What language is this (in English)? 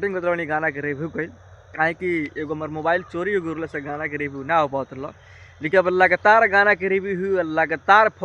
Bhojpuri